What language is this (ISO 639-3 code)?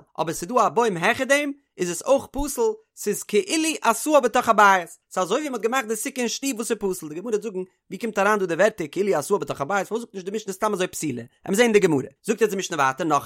yid